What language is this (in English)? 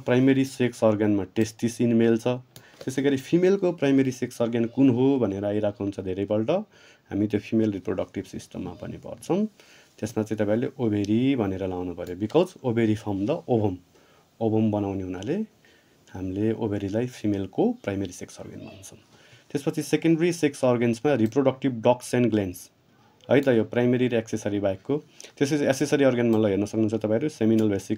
Nepali